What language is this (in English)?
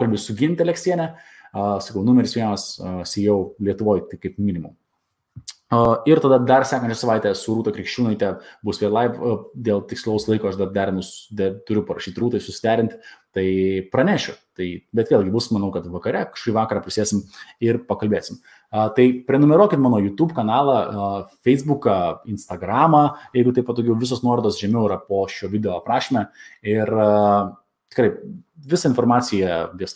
Lithuanian